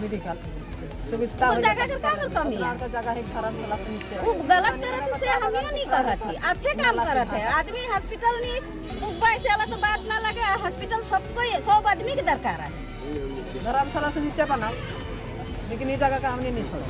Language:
Sadri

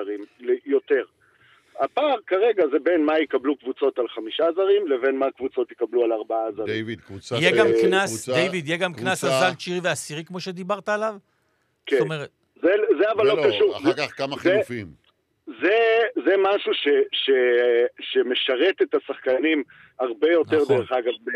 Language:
Hebrew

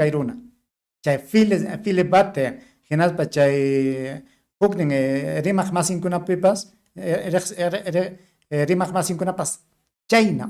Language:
Ayacucho Quechua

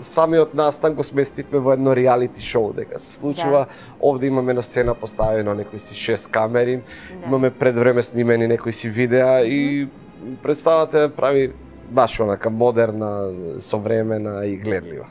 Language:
Macedonian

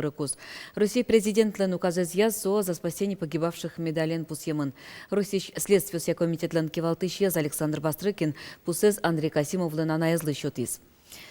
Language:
Udmurt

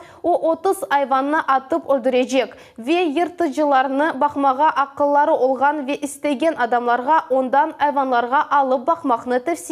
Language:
Crimean Tatar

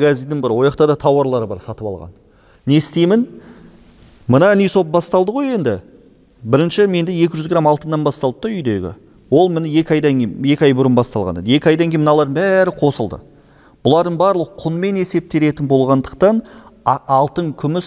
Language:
Kazakh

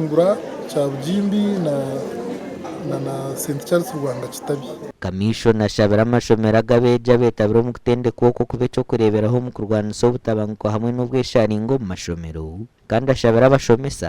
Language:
Nyankole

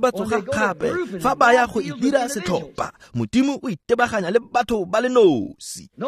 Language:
Tswana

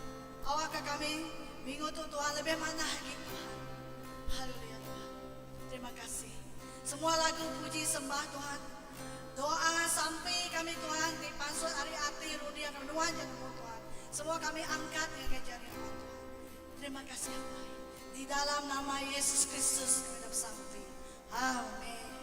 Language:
Iban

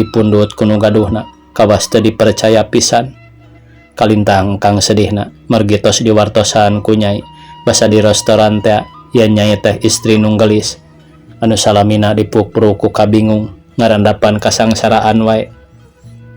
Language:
Sundanese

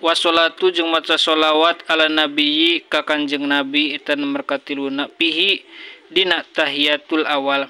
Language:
Sundanese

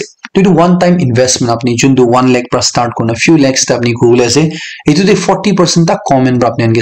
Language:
Naga Pidgin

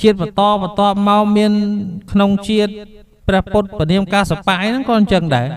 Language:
Khmer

